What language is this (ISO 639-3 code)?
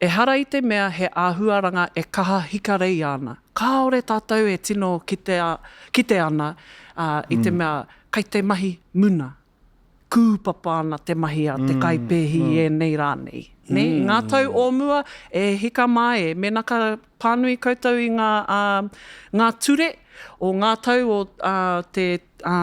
mri